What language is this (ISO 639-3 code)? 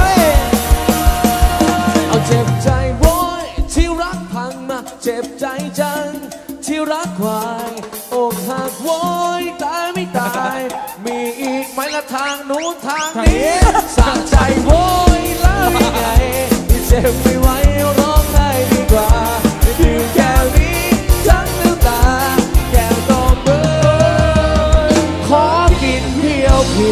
tha